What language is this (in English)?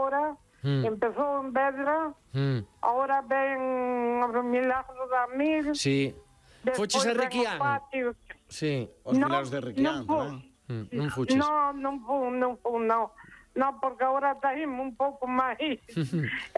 Galician